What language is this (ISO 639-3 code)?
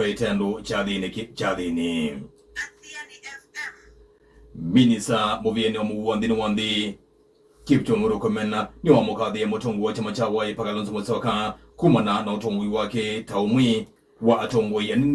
kam